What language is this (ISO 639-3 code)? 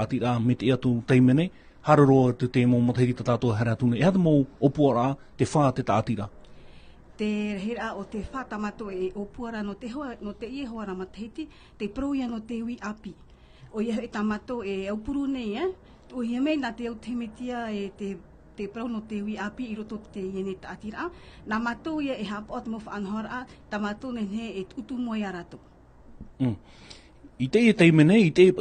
tah